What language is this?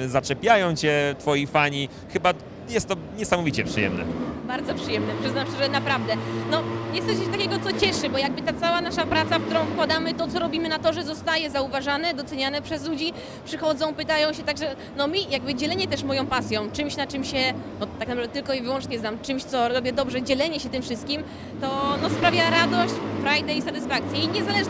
Polish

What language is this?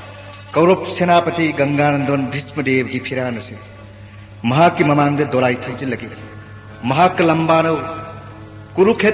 Manipuri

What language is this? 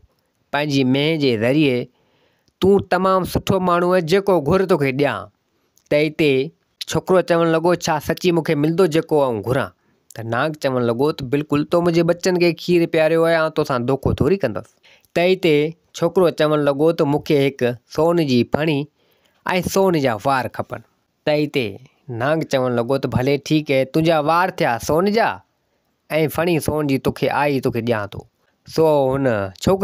Sindhi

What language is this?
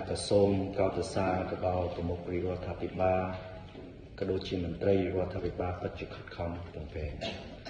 Khmer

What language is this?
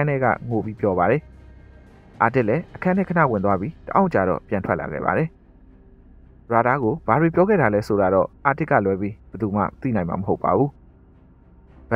Burmese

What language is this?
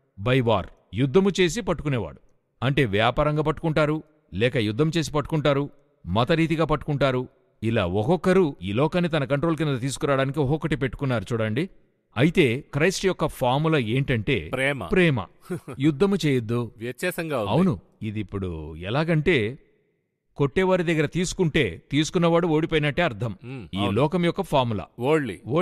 Telugu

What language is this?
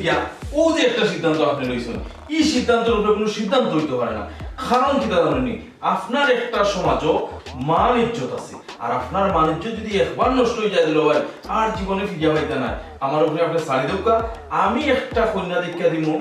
Sylheti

